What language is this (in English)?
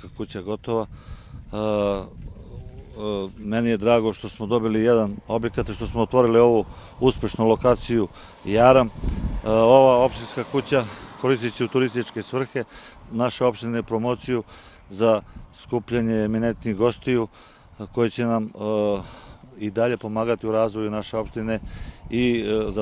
Serbian